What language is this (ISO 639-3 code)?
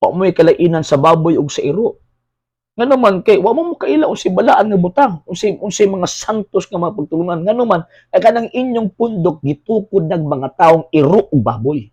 ceb